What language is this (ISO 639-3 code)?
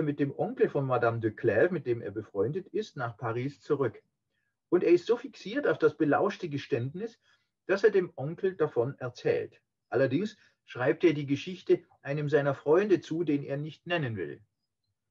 deu